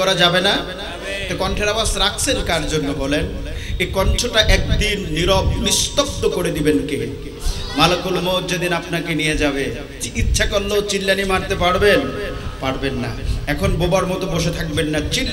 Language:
Bangla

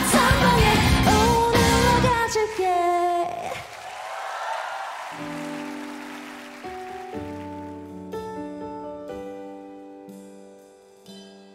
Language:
Korean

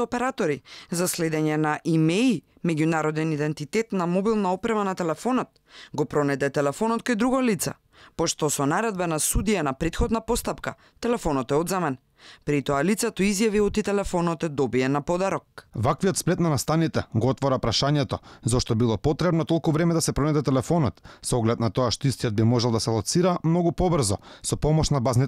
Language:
Macedonian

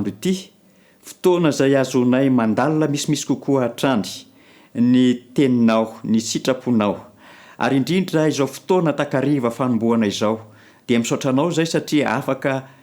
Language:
Malagasy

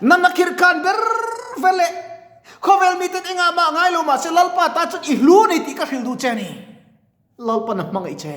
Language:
Mizo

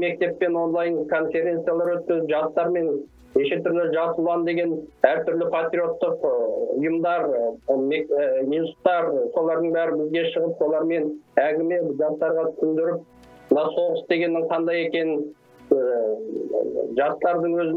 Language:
Kazakh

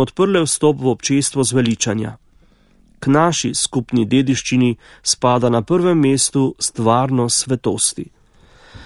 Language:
Slovenian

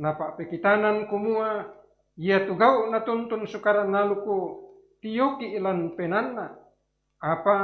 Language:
Toraja-Sa'dan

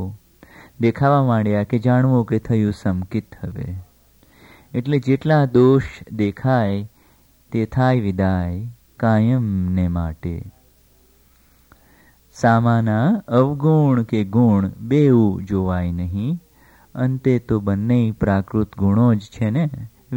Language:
Gujarati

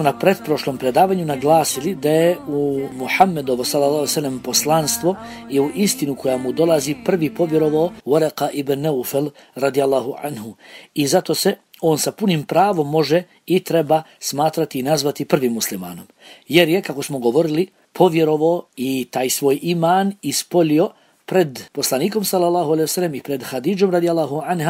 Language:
Bosnian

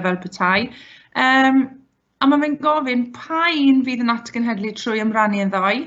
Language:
Welsh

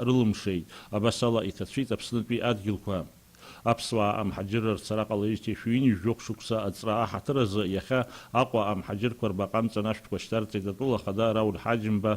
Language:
Abkhazian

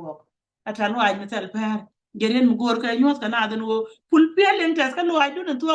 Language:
Nuer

